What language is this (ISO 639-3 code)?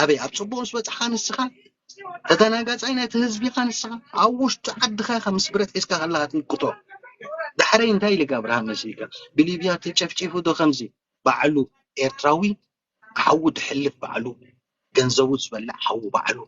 tir